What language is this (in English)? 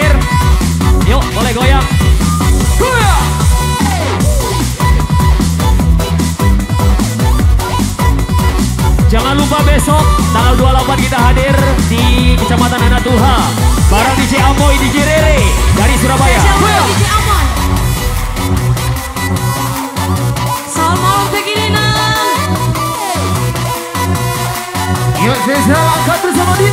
Indonesian